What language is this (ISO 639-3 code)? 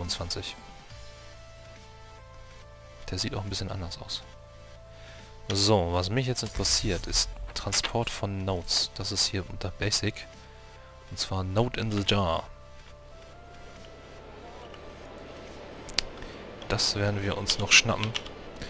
deu